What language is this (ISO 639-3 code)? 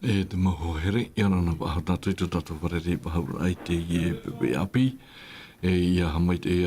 tah